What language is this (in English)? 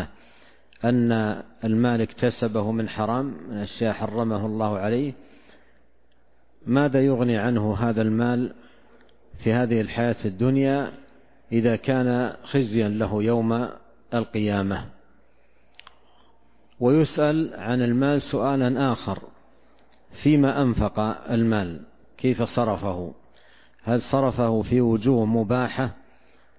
Arabic